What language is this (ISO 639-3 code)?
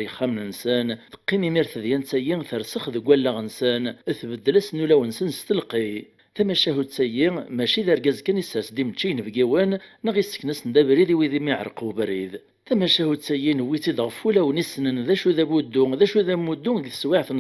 kab